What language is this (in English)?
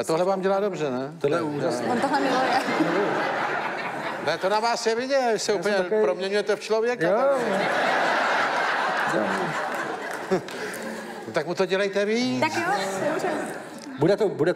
Czech